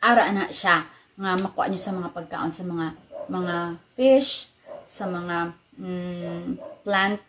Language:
Hiligaynon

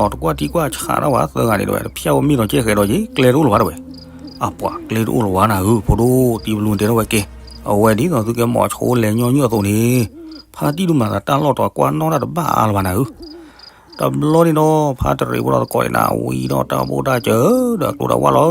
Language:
S'gaw Karen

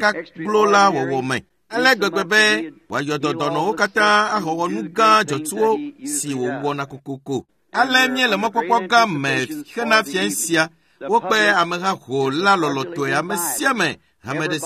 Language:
Ewe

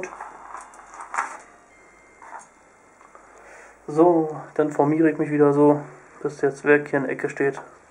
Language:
German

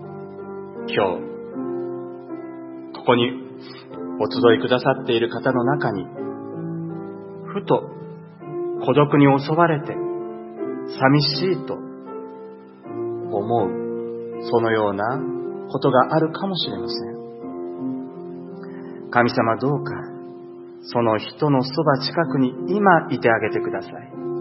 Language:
Japanese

